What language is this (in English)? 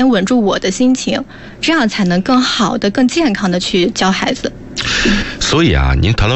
Chinese